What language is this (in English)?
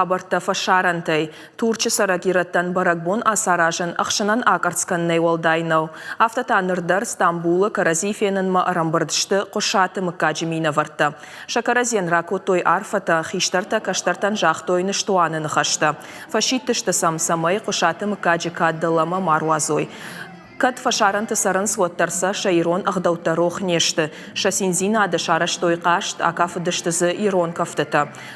Ossetic